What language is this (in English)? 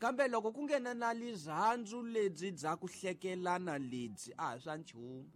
Tsonga